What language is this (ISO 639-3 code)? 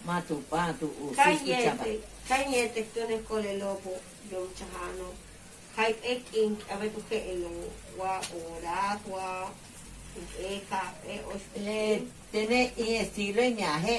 yua